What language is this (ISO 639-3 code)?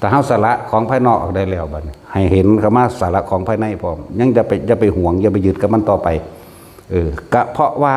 tts